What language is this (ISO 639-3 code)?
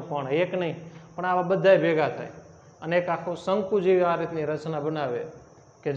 guj